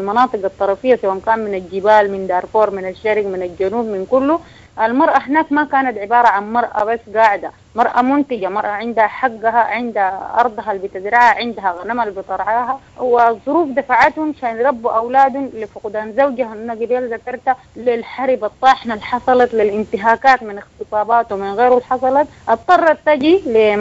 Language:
Sudanese Arabic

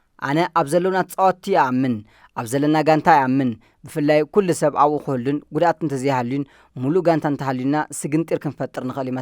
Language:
Tigrinya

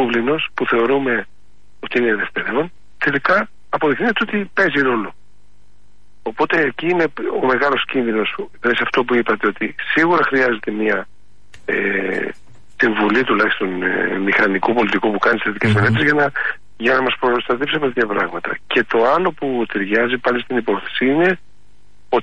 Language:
Greek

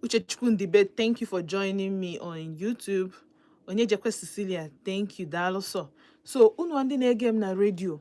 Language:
Igbo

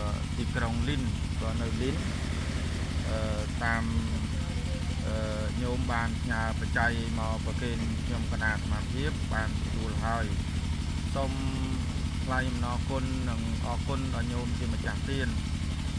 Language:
Khmer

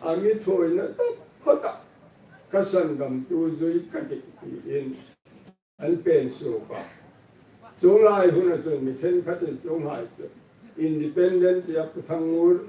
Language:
Hmar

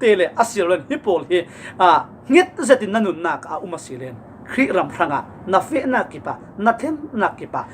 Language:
Falam Chin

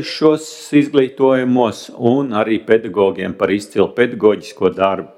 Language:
Latvian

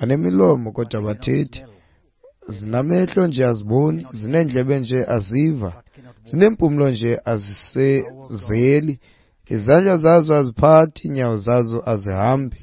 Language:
Xhosa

